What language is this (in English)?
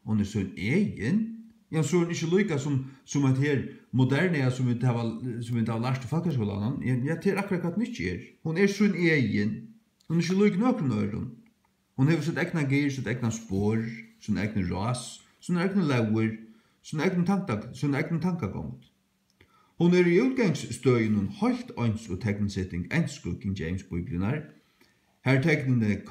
Faroese